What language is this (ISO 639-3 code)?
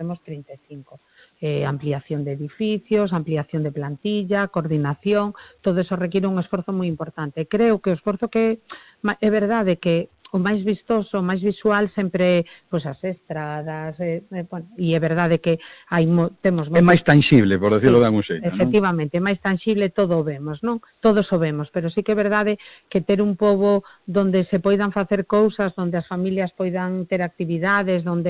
glg